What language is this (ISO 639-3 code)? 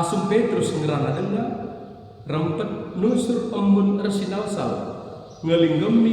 btx